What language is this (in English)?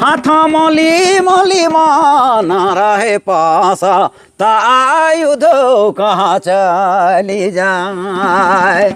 Sadri